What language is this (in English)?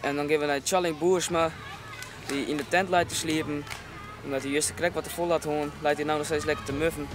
Western Frisian